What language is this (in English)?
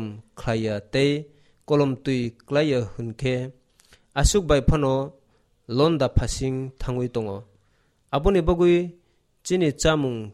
Kok Borok